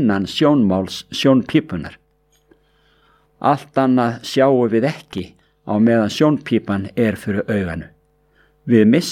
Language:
Icelandic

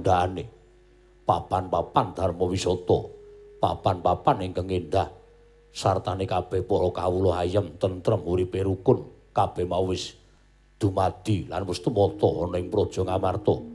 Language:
Javanese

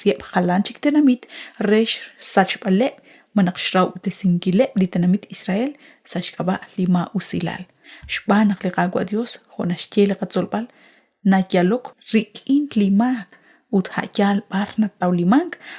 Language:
Kekchí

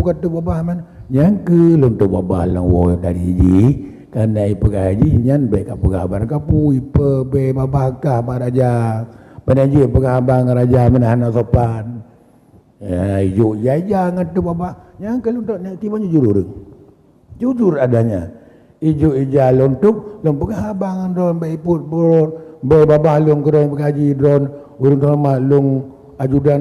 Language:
Achinese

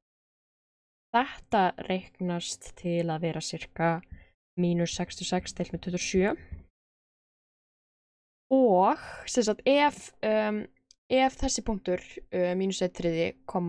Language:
Icelandic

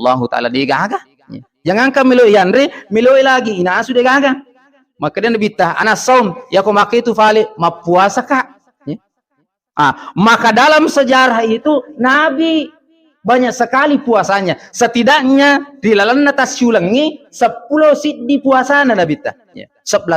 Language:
Buginese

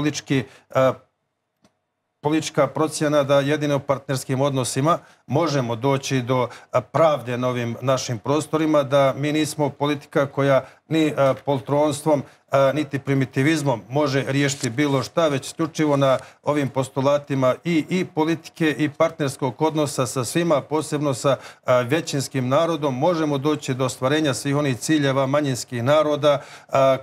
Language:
Serbian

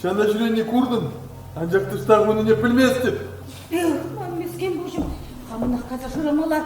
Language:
Chuvash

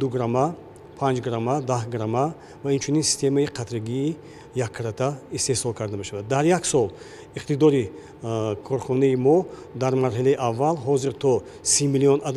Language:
Tajik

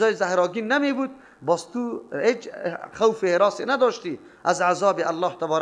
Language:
Persian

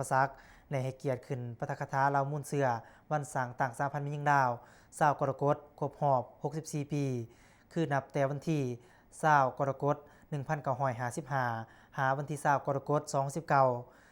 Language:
Lao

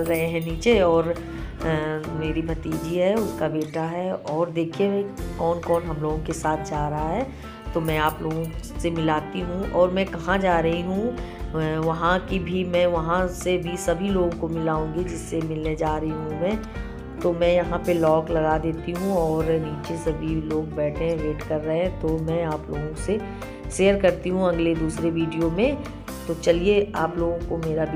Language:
Hindi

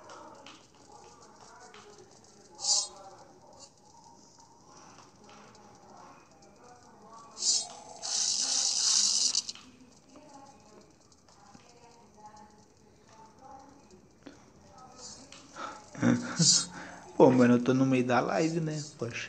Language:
Portuguese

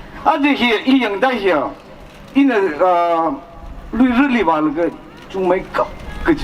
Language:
Tangkhul Naga (India)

